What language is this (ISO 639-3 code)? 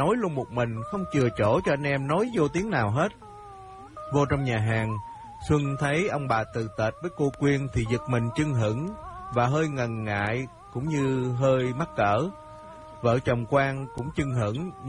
vie